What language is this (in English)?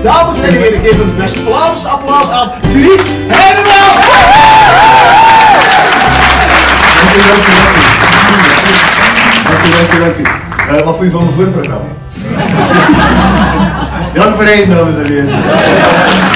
Dutch